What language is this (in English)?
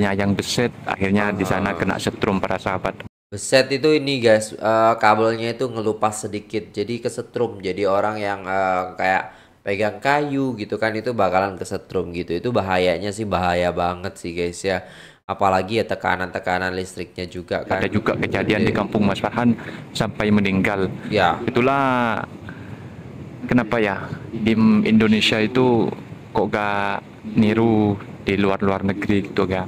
Indonesian